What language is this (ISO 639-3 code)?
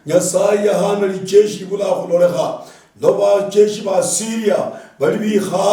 luy